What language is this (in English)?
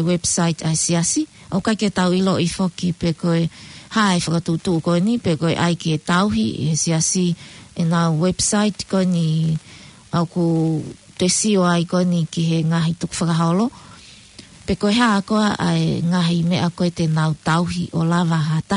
Tongan